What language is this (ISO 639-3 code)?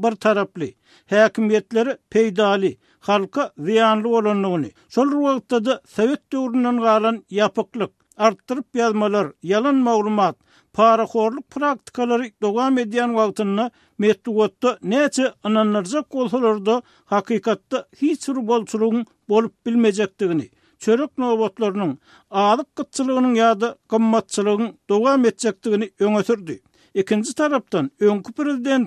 tuk